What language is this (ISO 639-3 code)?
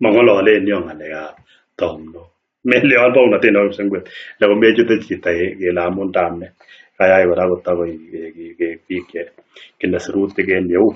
kln